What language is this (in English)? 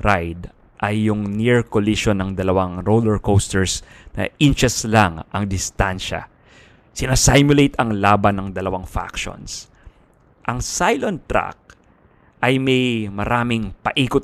Filipino